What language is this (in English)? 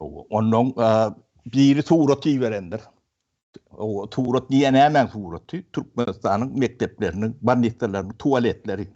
Turkmen